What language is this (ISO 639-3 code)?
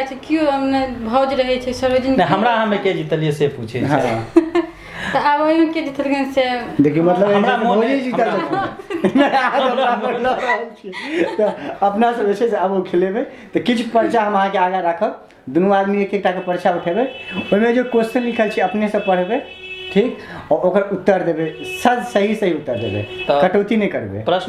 mai